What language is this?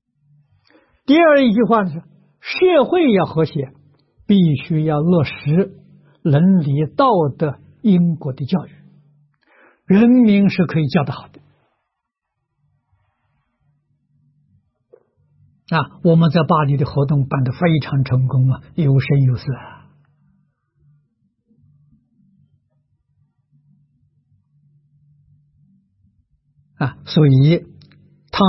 Chinese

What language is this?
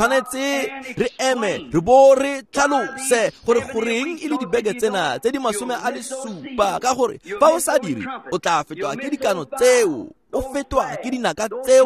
Tswana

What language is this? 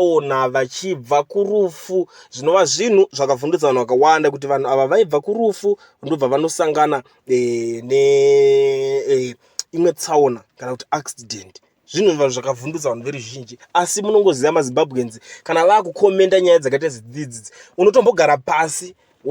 Shona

